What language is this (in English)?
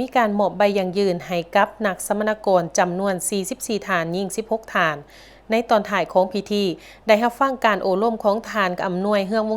Lao